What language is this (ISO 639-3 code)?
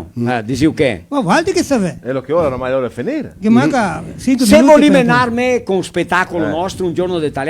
vec